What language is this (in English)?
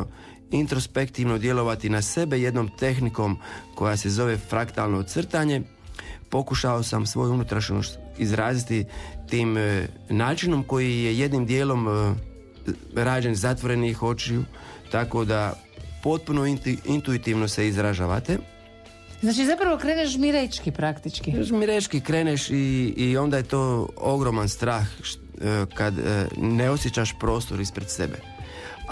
Croatian